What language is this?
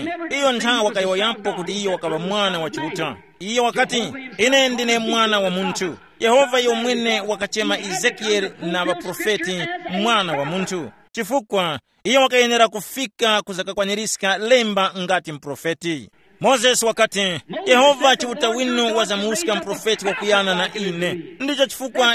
Tumbuka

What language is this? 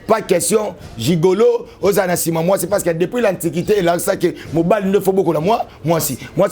Lingala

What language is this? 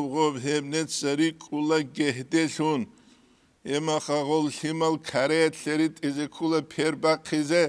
Avaric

